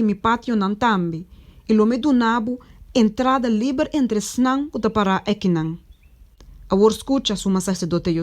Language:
Papiamento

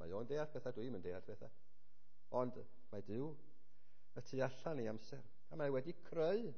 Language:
Welsh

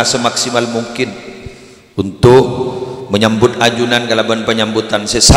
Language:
Madurese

